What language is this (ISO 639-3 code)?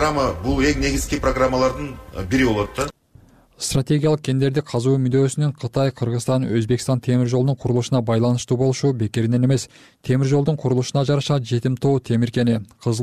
kir